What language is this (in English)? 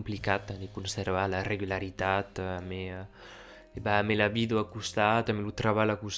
Occitan